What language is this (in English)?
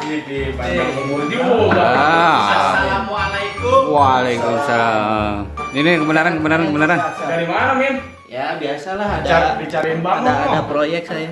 Betawi